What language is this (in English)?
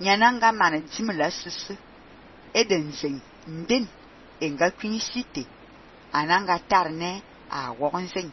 Fang